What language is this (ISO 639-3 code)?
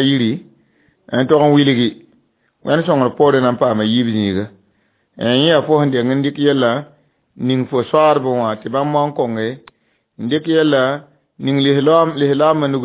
mos